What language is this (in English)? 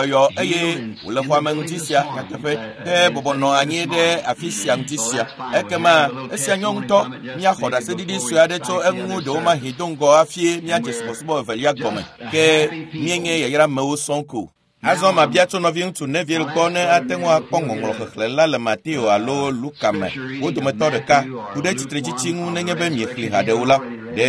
Ewe